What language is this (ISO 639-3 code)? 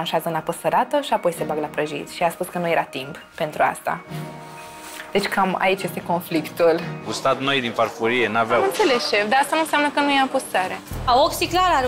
ron